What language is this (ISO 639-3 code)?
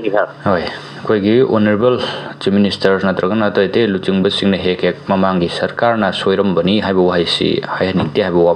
mni